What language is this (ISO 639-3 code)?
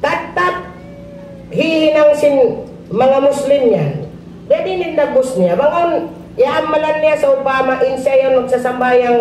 tsg